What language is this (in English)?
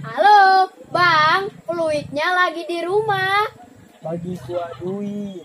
Betawi